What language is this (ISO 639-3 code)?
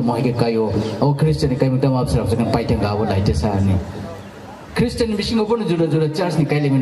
trp